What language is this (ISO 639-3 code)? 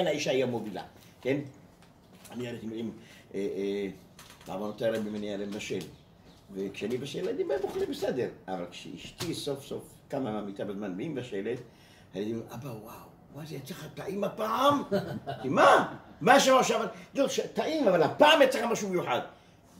heb